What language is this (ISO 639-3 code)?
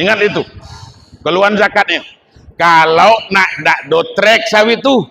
min